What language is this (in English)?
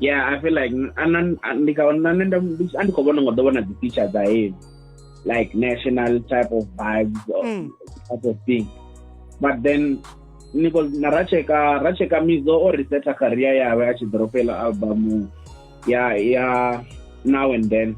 Venda